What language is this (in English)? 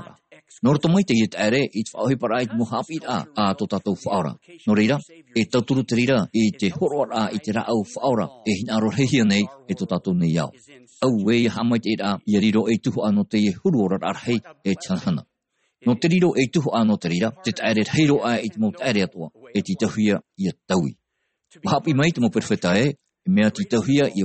Tahitian